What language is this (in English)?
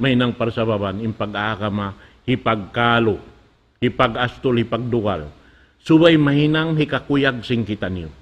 Tausug